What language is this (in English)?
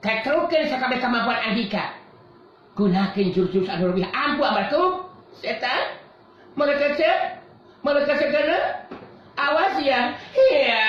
Sundanese